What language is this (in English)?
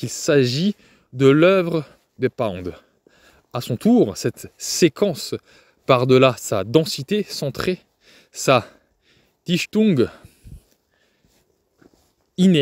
French